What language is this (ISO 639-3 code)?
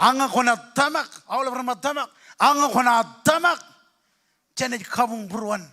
mah